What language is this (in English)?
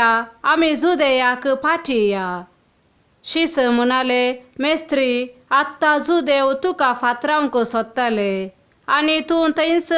Konkani